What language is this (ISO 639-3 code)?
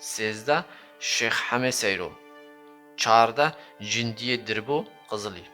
kur